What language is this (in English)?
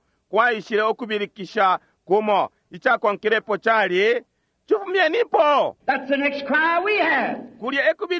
Bemba